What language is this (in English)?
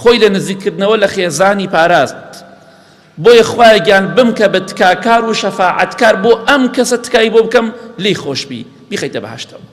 Central Kurdish